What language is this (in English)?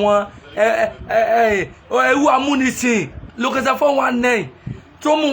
Yoruba